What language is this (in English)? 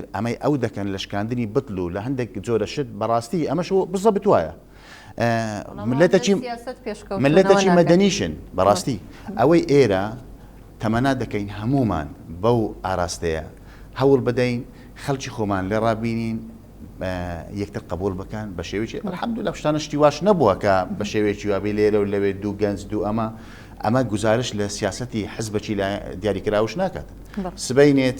Central Kurdish